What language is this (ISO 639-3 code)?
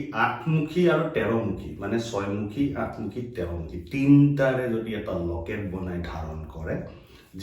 asm